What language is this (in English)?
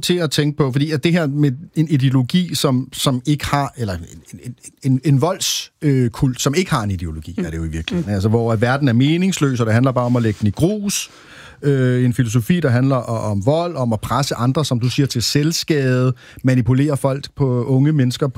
Danish